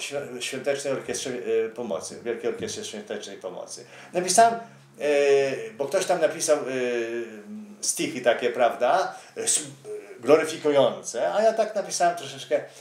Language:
Polish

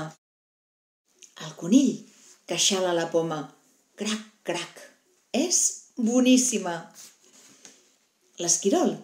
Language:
Catalan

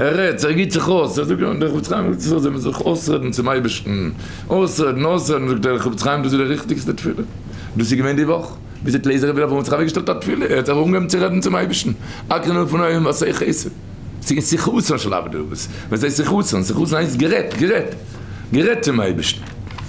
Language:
Yiddish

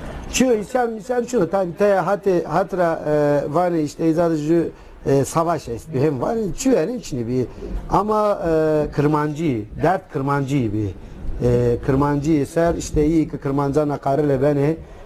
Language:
Zaza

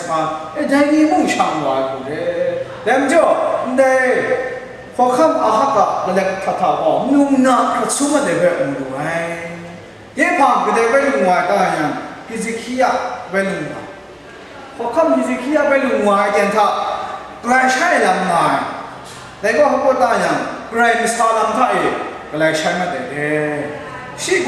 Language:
Kachin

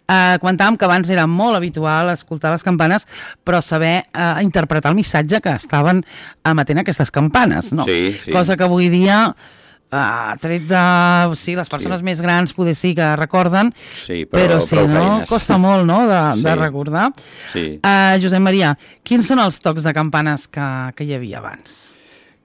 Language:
Catalan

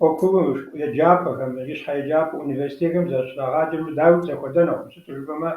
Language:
Kabardian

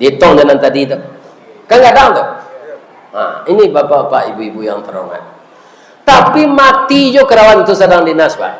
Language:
Minangkabau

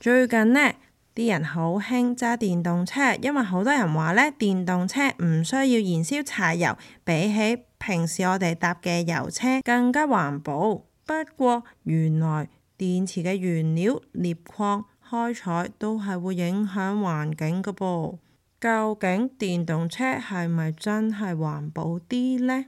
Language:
Cantonese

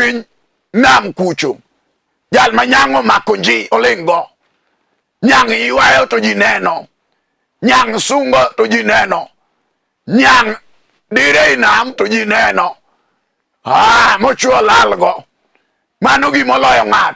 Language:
Luo (Kenya and Tanzania)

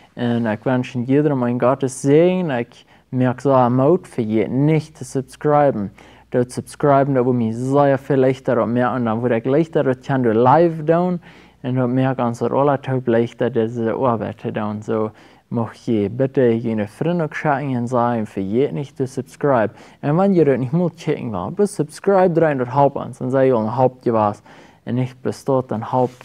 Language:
Plautdietsch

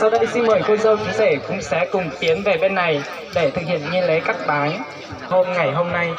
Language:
Hmong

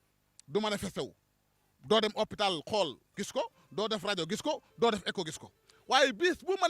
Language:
Wolof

